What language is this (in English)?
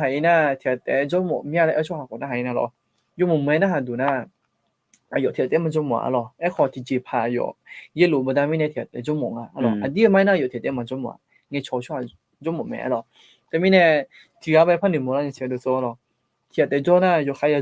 Akha